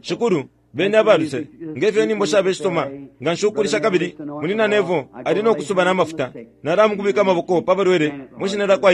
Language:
Bemba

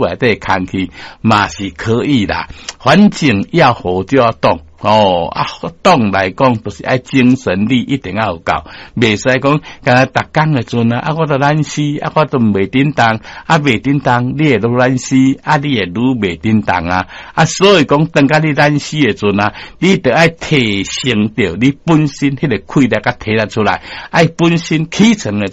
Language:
Min Nan Chinese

